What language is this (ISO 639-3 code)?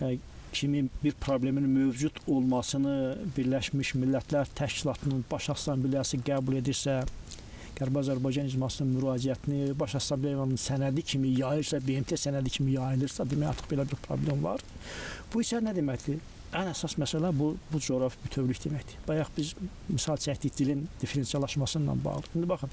aze